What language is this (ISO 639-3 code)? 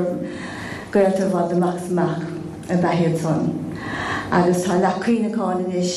gle